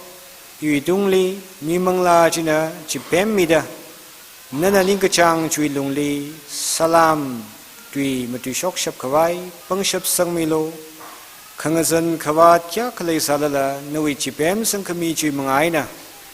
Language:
Tangkhul Naga (India)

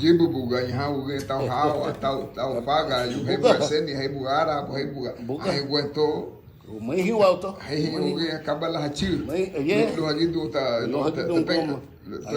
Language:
Garifuna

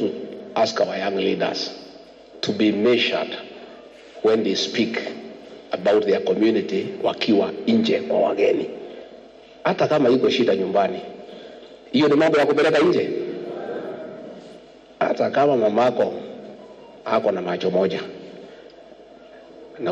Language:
Swahili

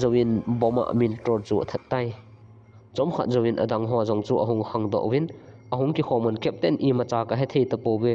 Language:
Thado Chin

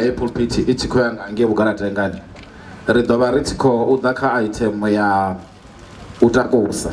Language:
Venda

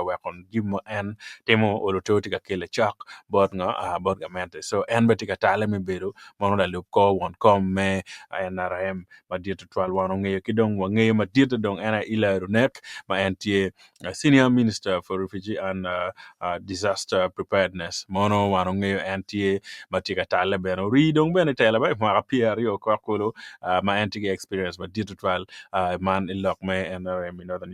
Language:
Acoli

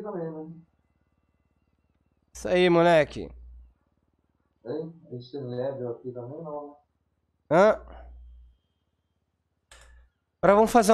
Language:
Portuguese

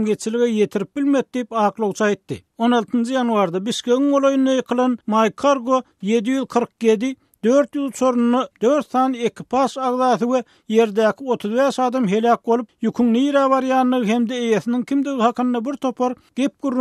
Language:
Turkmen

